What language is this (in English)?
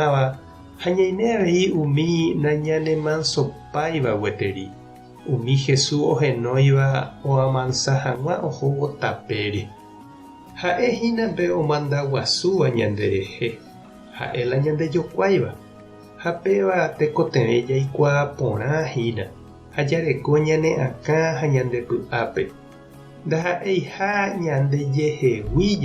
Guarani